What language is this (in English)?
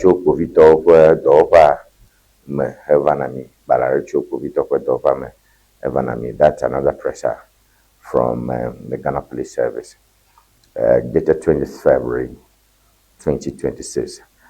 Ewe